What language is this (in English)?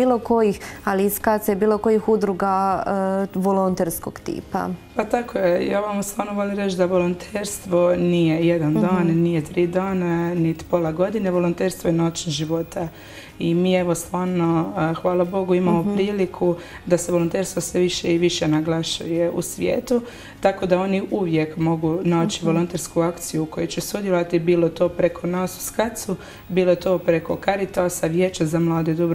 Croatian